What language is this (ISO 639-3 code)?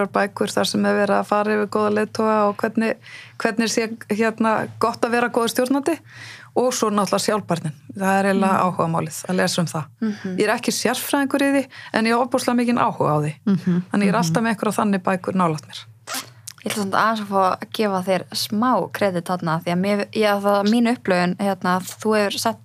isl